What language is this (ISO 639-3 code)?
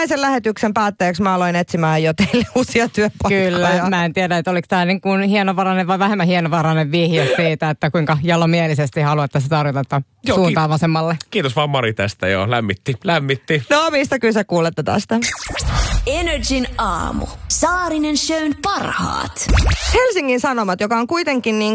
fin